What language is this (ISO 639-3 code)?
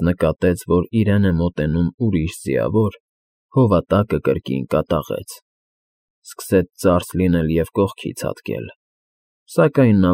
hye